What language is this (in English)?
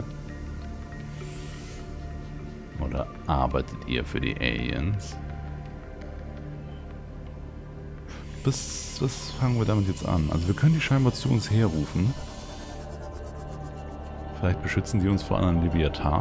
German